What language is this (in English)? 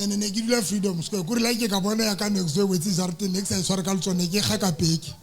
Southern Sotho